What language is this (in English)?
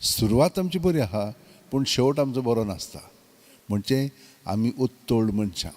Konkani